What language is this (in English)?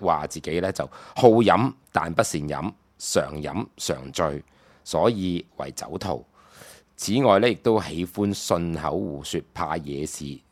Cantonese